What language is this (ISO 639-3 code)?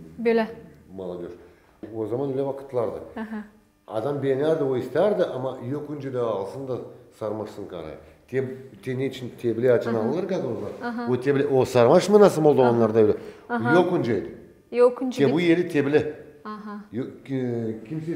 gag